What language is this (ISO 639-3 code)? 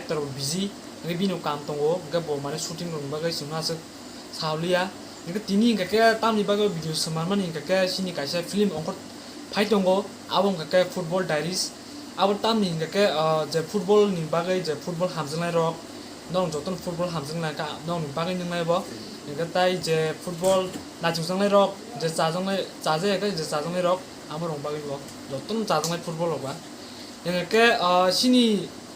trp